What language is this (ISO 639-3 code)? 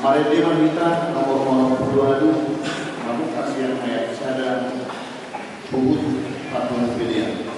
bbc